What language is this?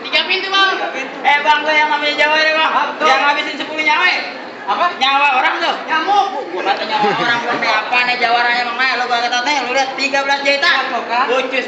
Betawi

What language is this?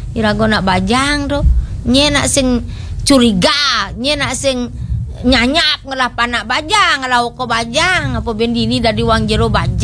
Balinese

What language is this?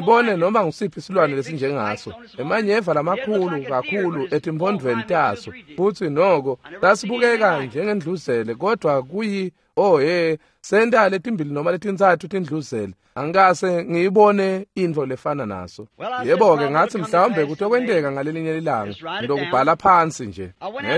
Swati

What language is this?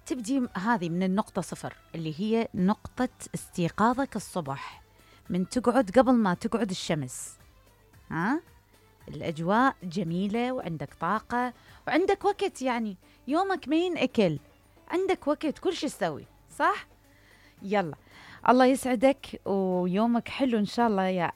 Mesopotamian Arabic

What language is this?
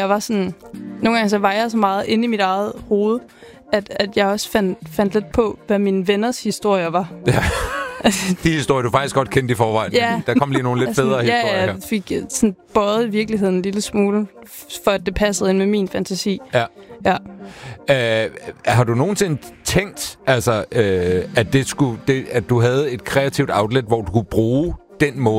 Danish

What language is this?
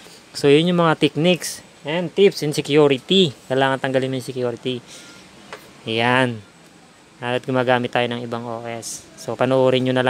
Filipino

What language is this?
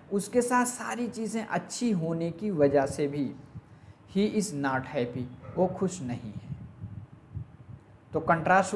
Hindi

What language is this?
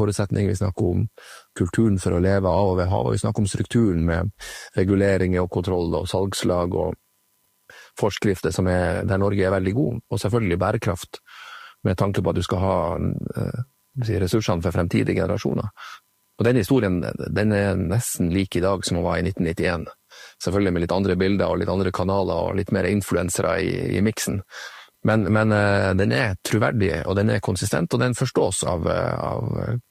Norwegian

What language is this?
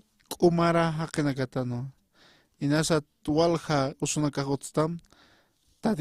Aymara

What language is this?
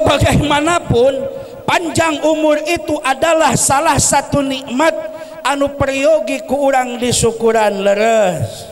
Sundanese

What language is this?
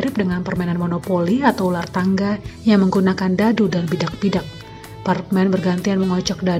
Indonesian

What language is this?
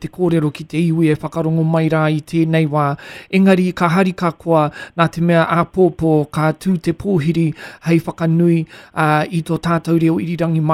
Māori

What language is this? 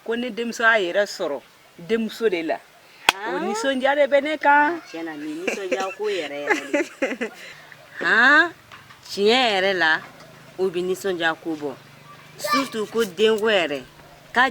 Bambara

